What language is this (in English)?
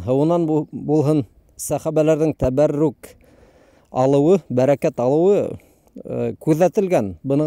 Bashkir